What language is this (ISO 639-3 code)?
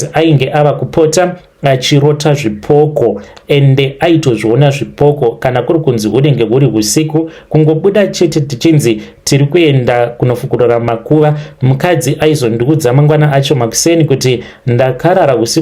sna